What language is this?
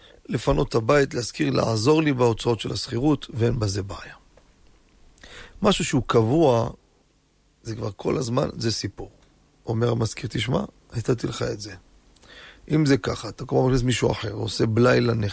Hebrew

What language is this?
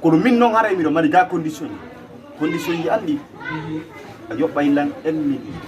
Fula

